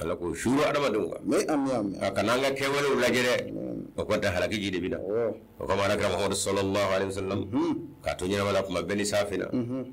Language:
Bambara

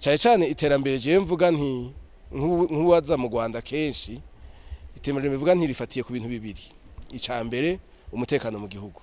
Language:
Rundi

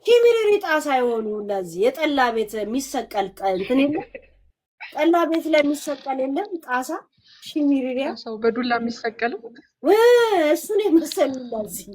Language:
Amharic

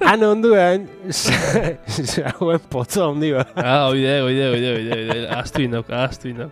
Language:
Basque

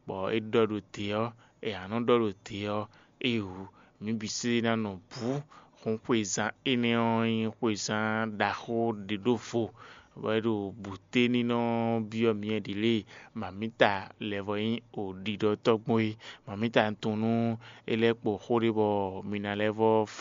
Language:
Fon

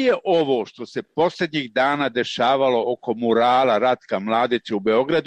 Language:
Serbian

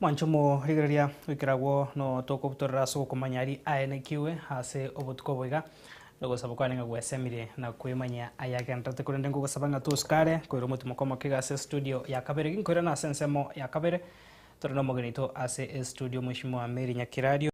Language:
Gusii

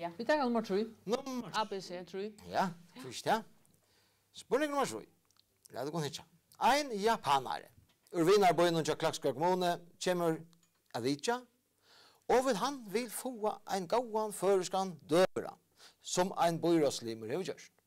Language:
Faroese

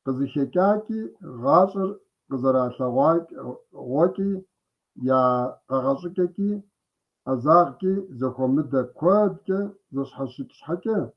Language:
Kabardian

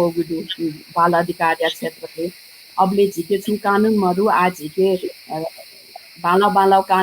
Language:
Newari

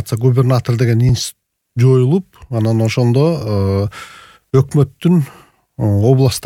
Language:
Kyrgyz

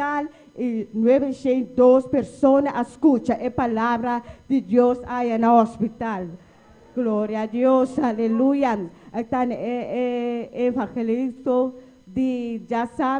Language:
Papiamento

